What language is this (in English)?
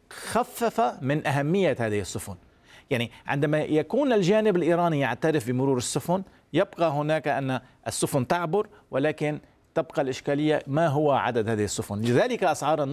Arabic